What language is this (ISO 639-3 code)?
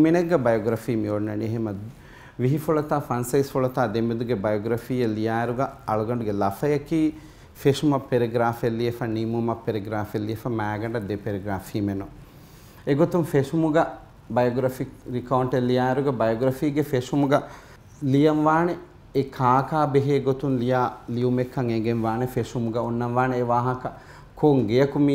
div